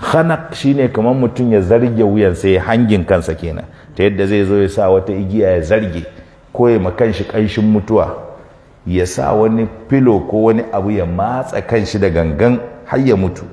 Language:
Hausa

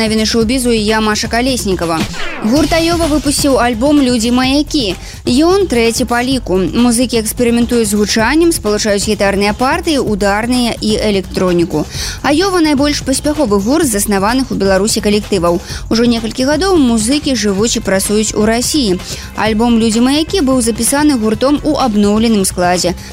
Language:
Belarusian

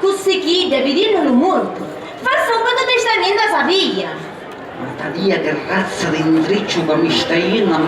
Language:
Sicilian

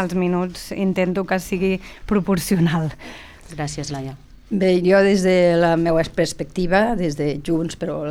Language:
Catalan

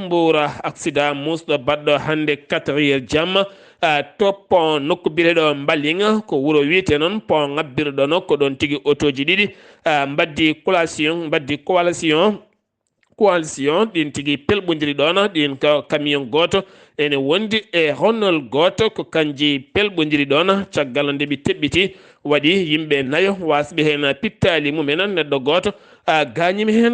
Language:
Fula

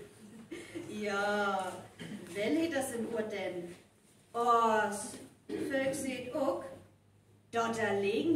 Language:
Northern Frisian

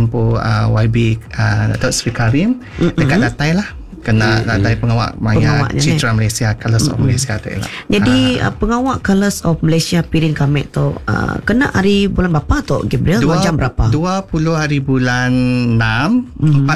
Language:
Iban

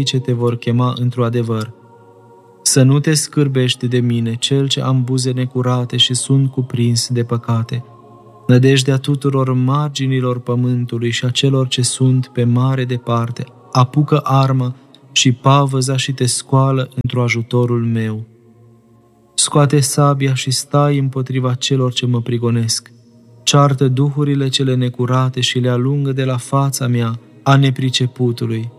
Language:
Romanian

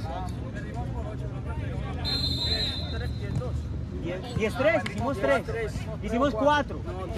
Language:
Spanish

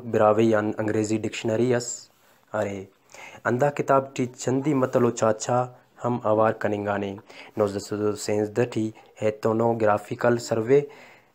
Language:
Brahui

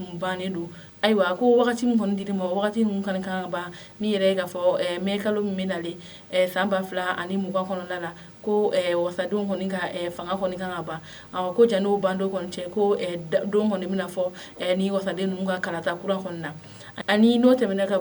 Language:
Bambara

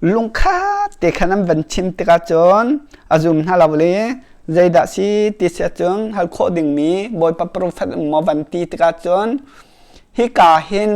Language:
Hakha Chin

